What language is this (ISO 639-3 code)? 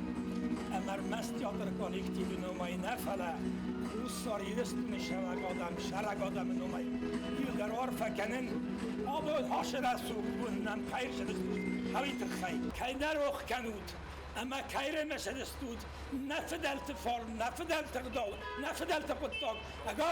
oss